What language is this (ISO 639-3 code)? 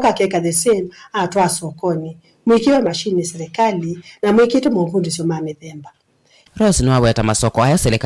kam